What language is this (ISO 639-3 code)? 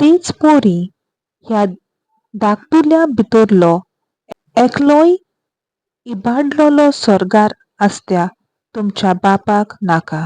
kok